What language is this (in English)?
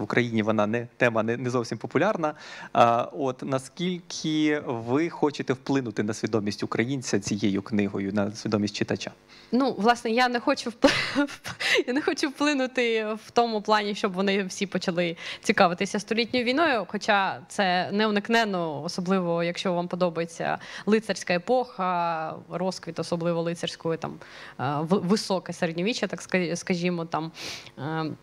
Ukrainian